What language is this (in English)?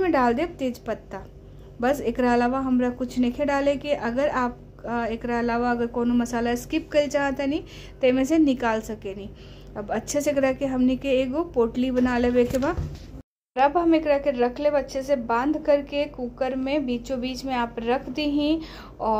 Bhojpuri